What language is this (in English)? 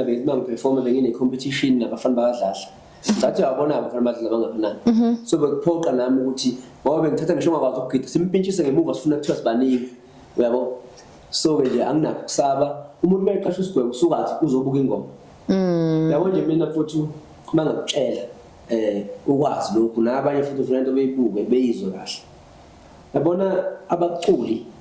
Zulu